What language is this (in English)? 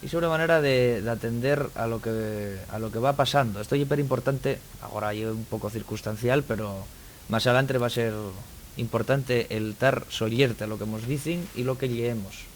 Asturian